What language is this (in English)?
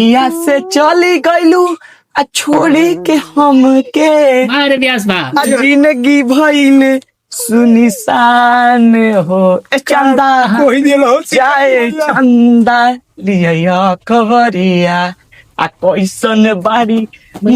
Bhojpuri